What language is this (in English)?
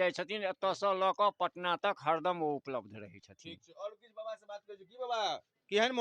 Maithili